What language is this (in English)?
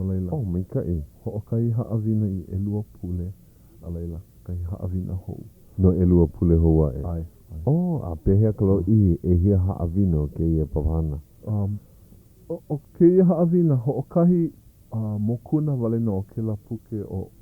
Hawaiian